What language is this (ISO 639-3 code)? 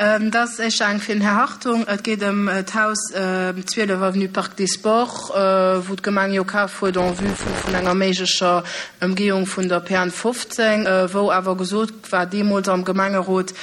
ltz